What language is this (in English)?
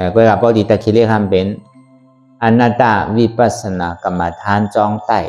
Shan